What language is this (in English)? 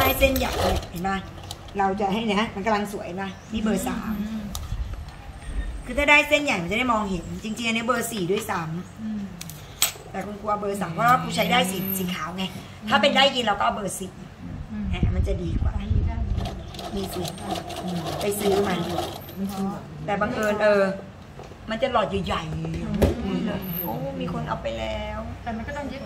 Thai